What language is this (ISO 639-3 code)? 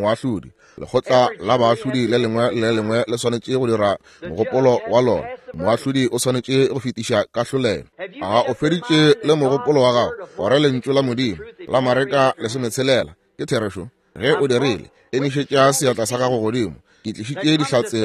nso